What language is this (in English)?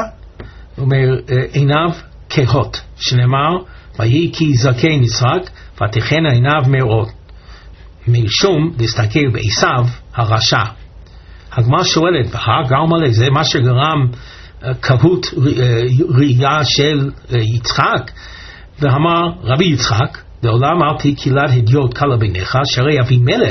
Hebrew